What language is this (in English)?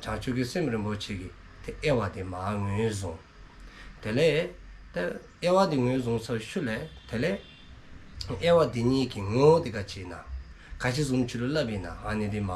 Dzongkha